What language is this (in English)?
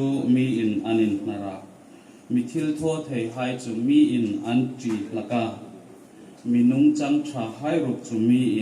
Hmar